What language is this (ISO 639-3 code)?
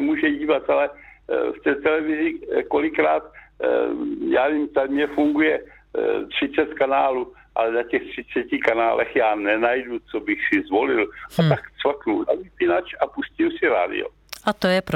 ces